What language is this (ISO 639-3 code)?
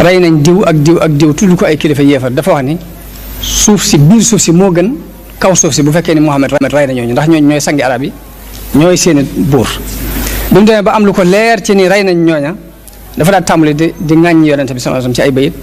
wol